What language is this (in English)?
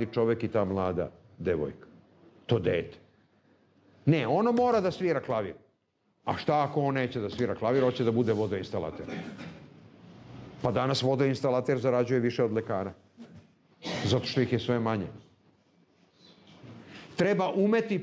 Serbian